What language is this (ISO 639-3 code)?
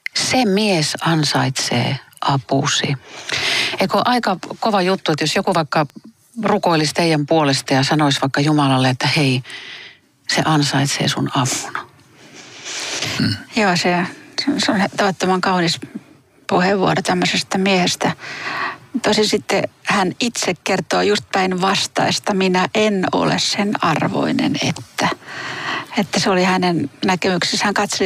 fin